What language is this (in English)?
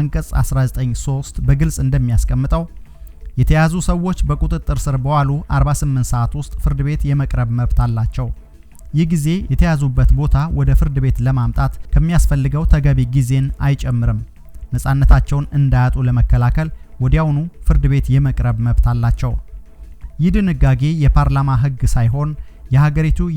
Amharic